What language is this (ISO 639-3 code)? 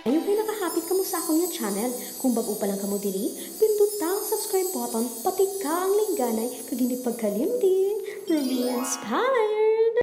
hil